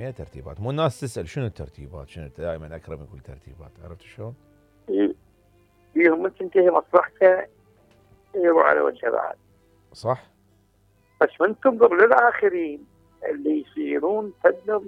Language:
Mesopotamian Arabic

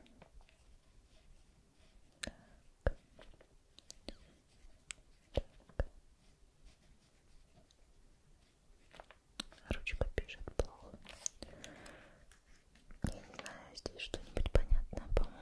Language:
Russian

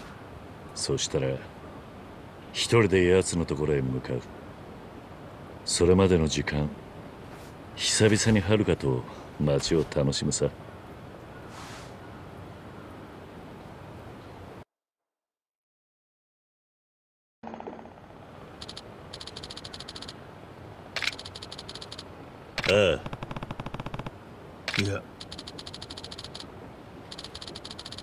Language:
Japanese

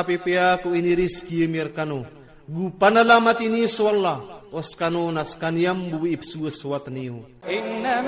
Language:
Iranun (Philippines)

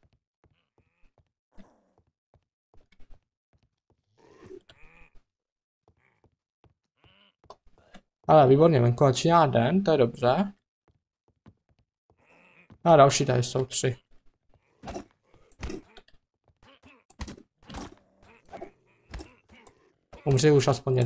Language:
Czech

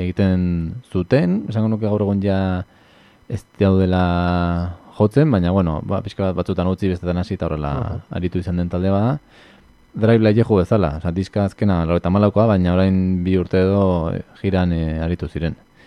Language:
Basque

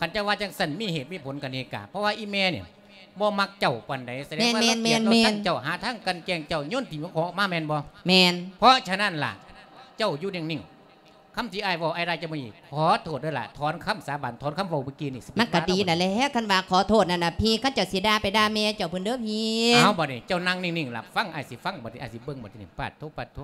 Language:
Lao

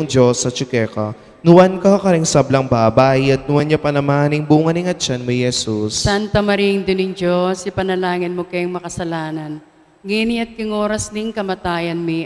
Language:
Pampanga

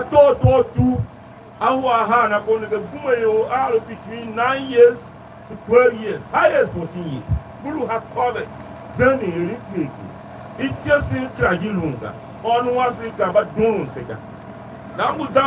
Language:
Tiv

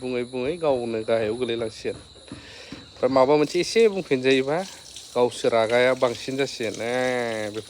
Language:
Bodo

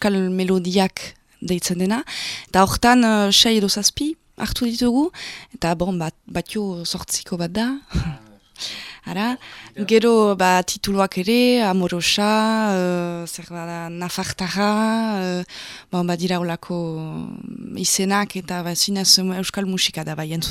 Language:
Basque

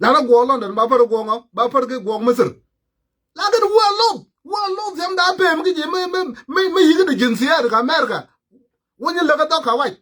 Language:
Nuer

